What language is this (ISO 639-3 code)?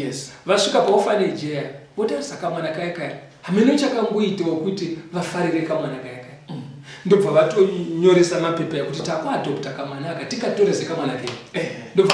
sna